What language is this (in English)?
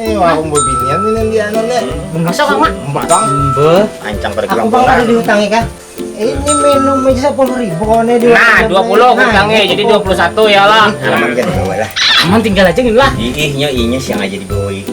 Banjar